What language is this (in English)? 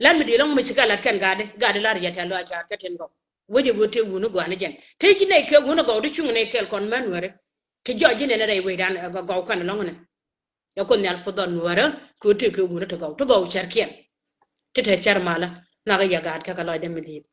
Nuer